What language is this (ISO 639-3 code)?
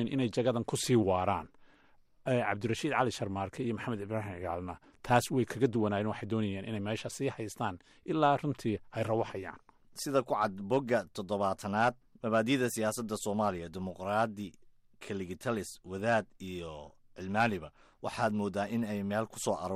som